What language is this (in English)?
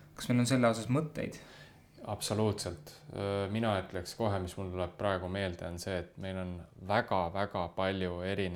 Estonian